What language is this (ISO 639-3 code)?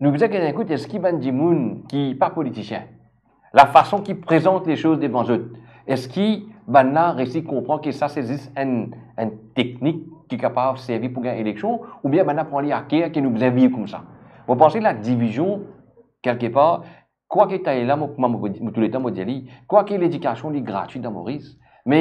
mfe